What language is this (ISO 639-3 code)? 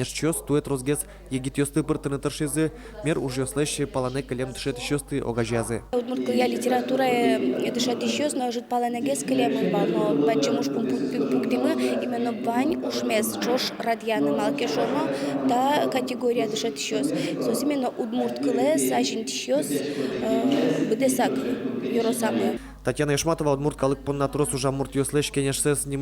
udm